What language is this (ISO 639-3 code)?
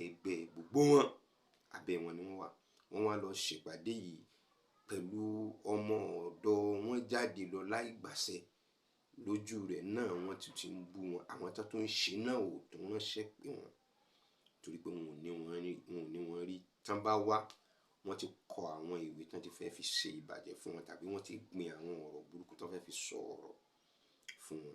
yor